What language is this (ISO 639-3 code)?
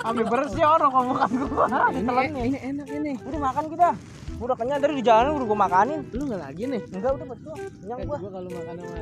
bew